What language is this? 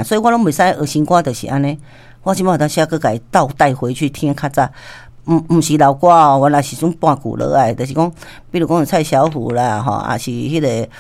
Min Nan Chinese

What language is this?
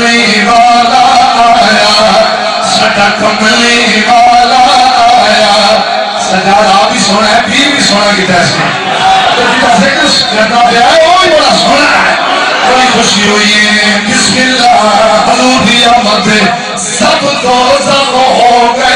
Saraiki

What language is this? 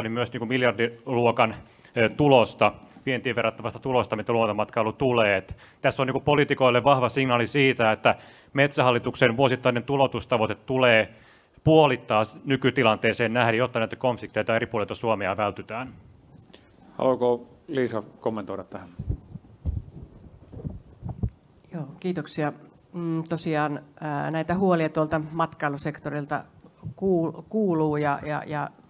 Finnish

